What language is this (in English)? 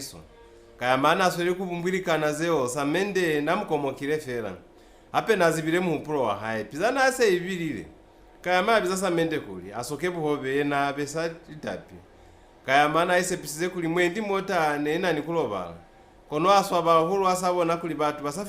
Lozi